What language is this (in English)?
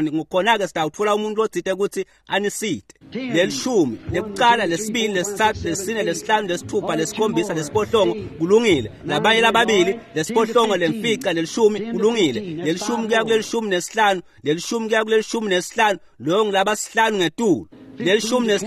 Swati